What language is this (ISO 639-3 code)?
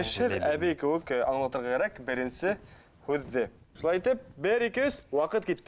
bak